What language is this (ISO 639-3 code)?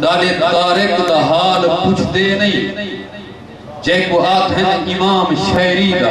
skr